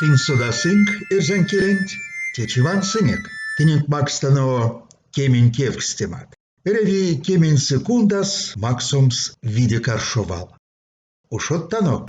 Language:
Erzya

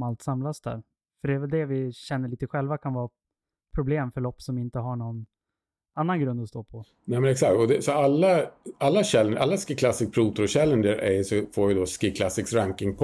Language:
Swedish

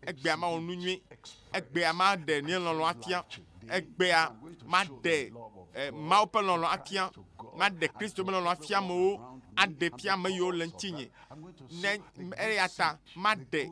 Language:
Ewe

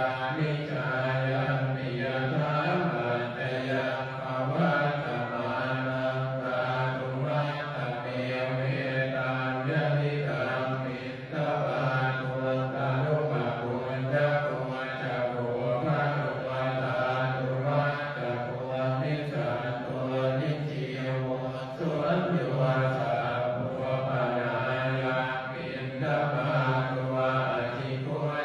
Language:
Pali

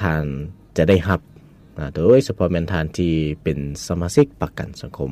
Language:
Lao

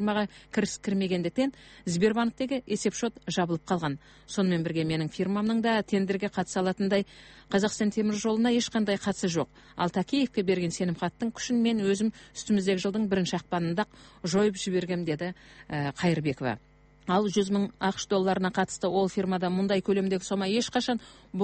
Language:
Kazakh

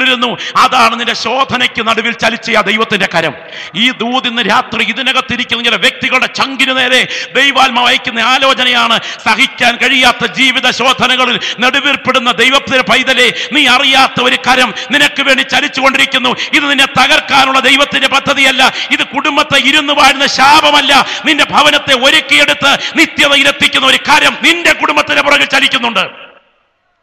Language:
Malayalam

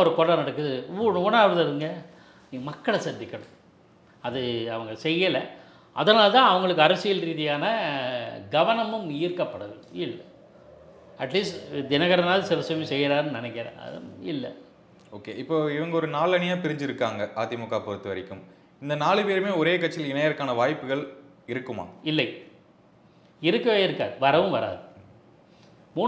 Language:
Tamil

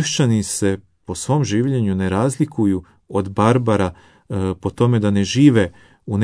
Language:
Croatian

